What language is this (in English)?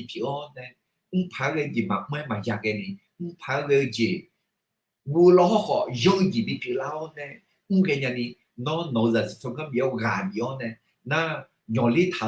Akha